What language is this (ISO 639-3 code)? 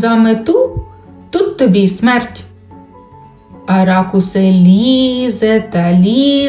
ukr